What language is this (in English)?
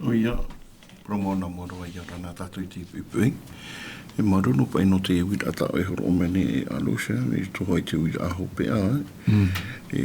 Tahitian